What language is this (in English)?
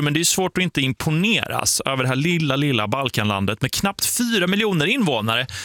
Swedish